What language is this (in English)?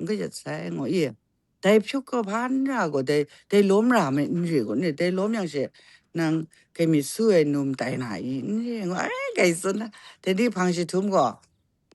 Kachin